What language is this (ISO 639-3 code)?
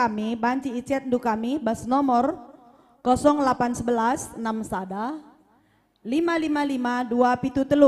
btx